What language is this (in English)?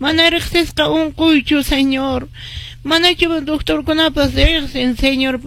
Quechua